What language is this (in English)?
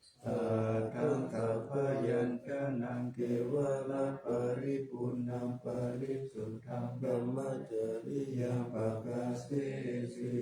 Pali